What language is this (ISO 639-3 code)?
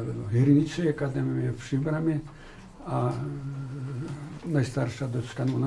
ukr